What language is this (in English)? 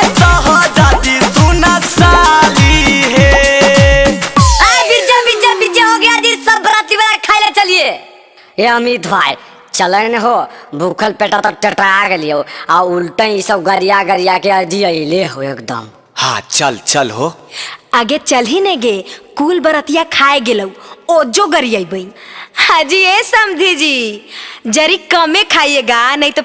Magahi